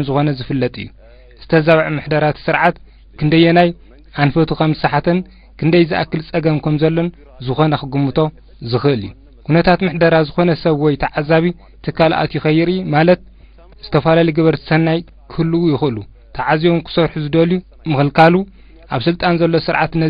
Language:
Tigrinya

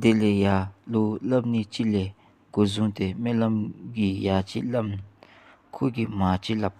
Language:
Dzongkha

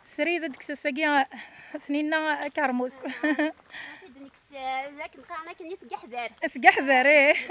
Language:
Kabyle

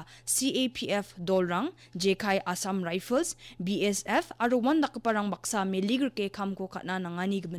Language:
Garo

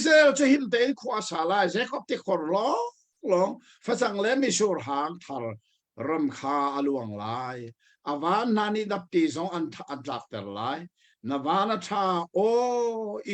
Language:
Hakha Chin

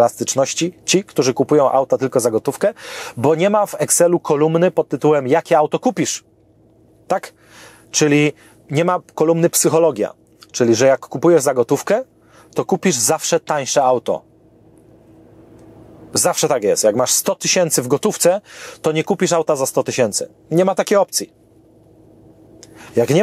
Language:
Polish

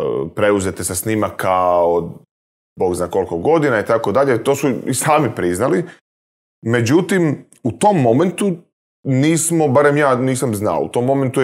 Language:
Croatian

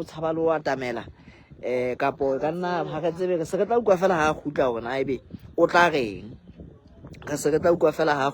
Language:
Southern Sotho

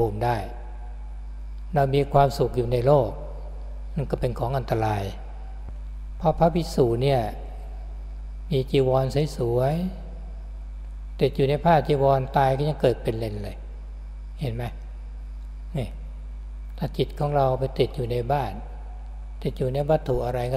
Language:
Thai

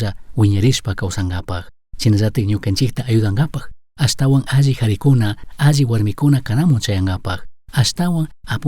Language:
Chimborazo Highland Quichua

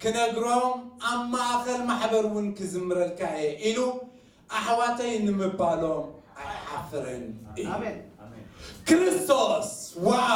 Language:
Tigrinya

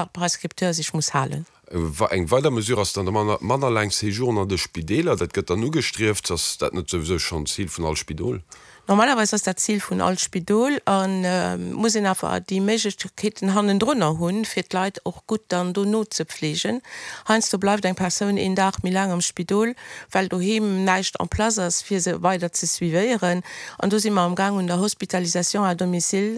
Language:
Luxembourgish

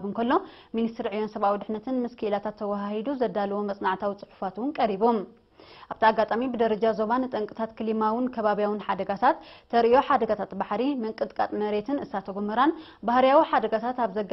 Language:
Tigrinya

